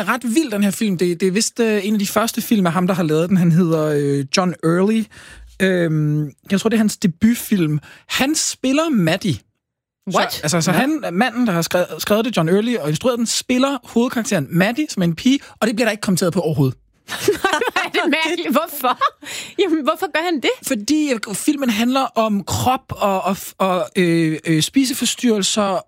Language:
Danish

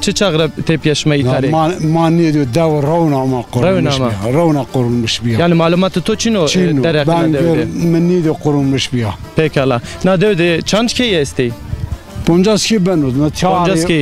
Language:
Zaza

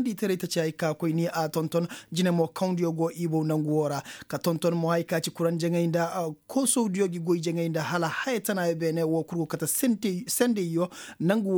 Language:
Koyraboro Senni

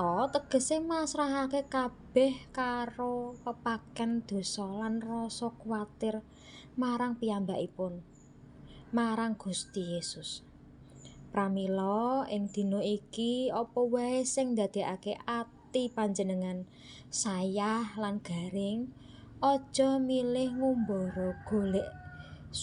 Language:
Javanese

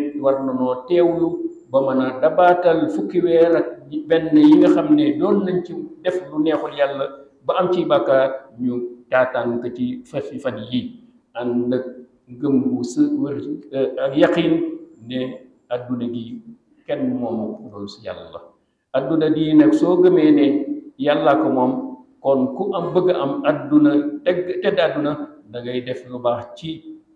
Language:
Wolof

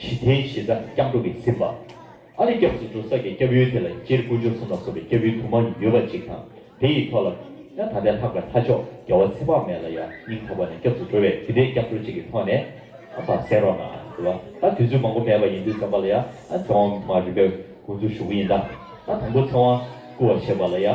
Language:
Tibetan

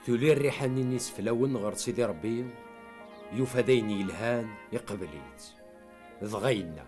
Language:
Kabyle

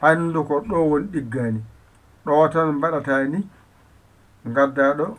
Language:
Fula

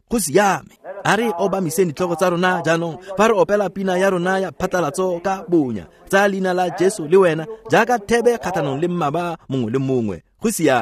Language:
Tswana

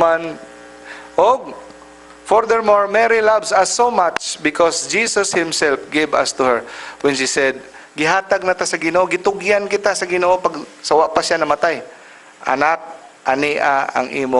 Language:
Cebuano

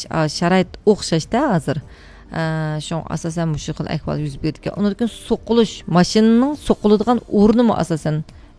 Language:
Uyghur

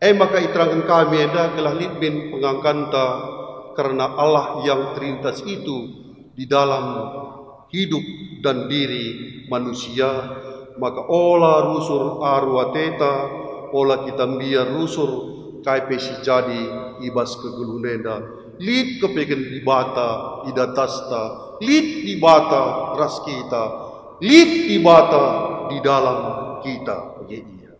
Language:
Batak Karo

